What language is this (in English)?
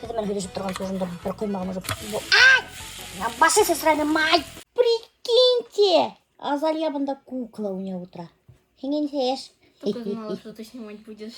Bashkir